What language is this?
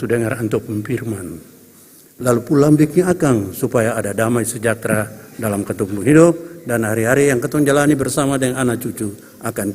Ambonese Malay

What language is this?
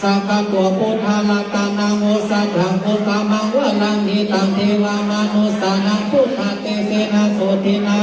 Pali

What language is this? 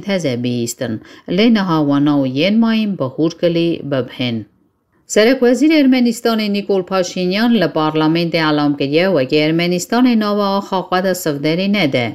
Kurdish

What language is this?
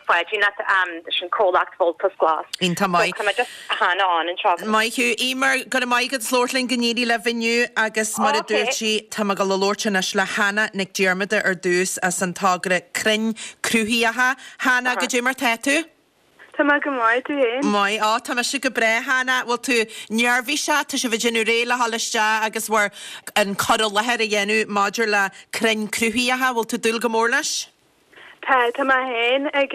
Irish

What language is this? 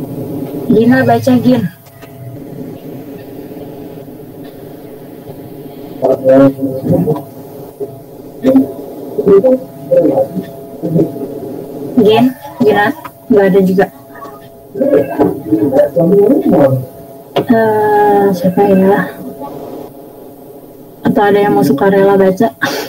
Indonesian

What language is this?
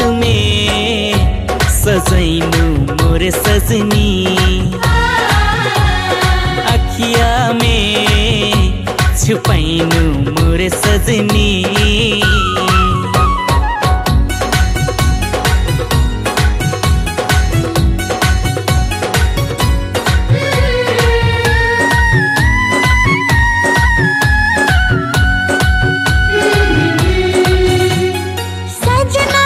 Bhojpuri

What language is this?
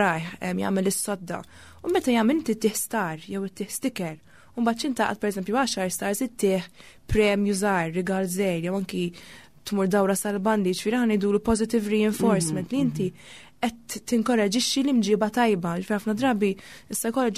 Maltese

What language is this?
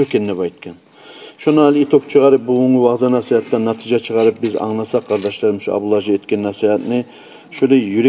Kumyk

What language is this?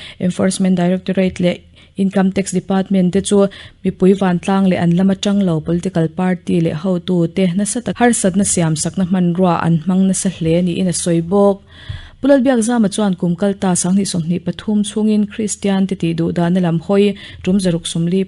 Mizo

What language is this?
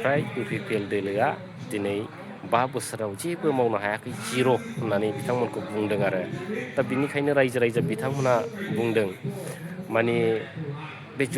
Bodo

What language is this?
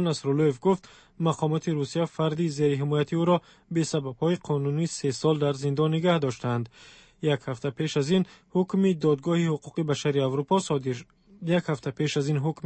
Tajik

